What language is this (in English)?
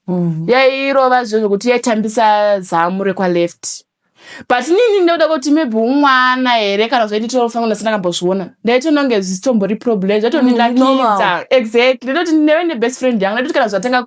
Shona